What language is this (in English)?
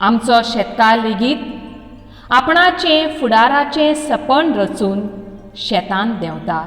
Konkani